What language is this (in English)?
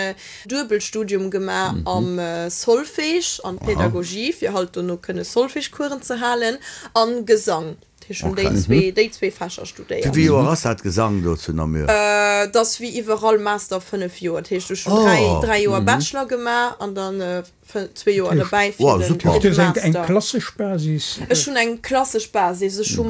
Luxembourgish